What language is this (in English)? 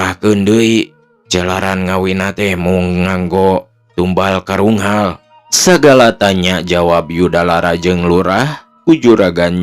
Sundanese